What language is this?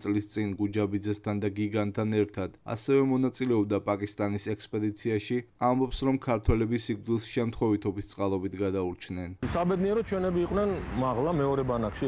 Georgian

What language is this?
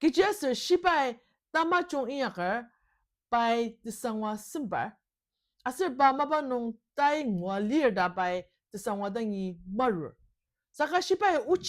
Ao Naga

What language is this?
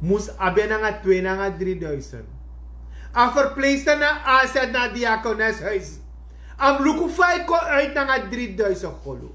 Sranan Tongo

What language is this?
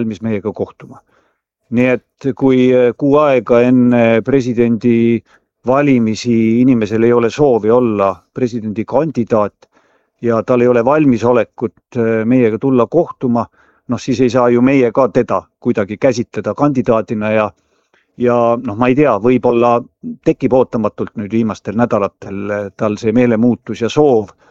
Estonian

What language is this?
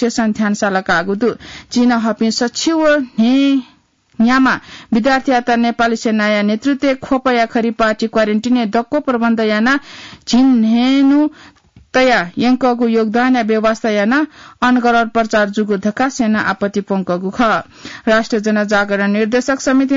Newari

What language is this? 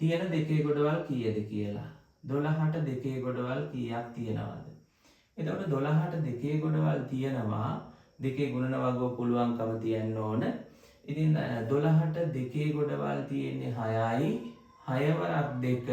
Sinhala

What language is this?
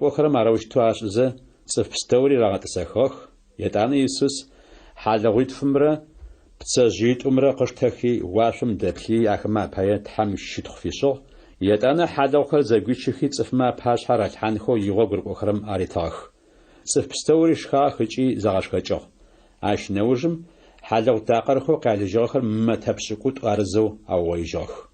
Adyghe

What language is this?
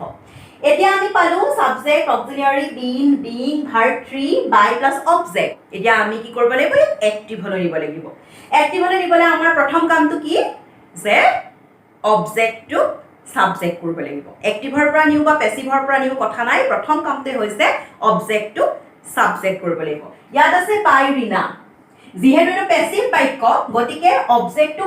Assamese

